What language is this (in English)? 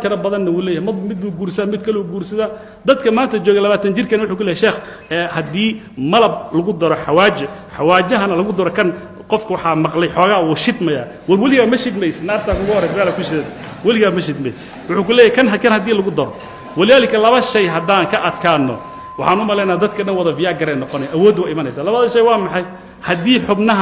Somali